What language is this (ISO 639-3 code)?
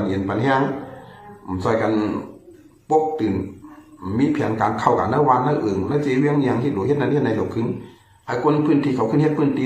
shn